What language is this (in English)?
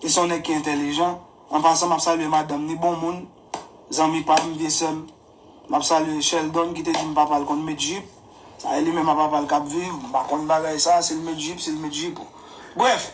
Haitian Creole